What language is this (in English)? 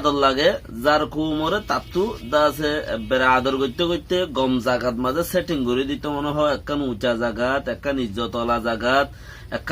Rohingya